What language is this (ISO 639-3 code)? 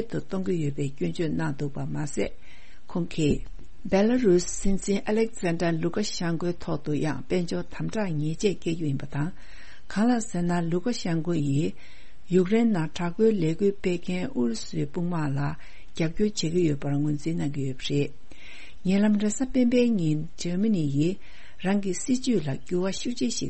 bod